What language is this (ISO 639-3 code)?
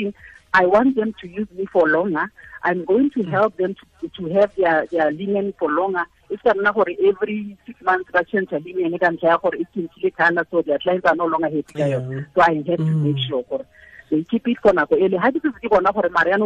tsn